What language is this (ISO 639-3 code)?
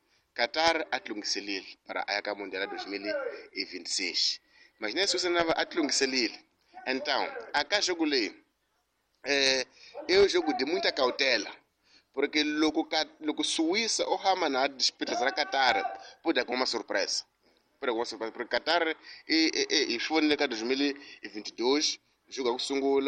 tso